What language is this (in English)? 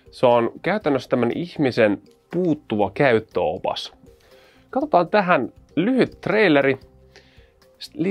Finnish